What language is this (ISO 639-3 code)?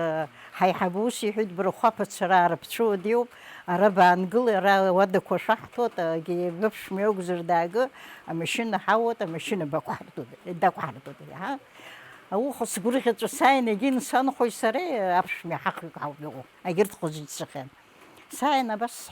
abk